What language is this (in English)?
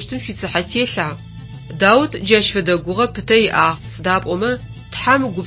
Adyghe